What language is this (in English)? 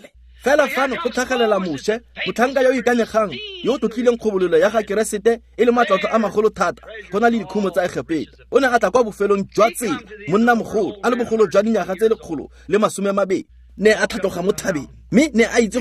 Tswana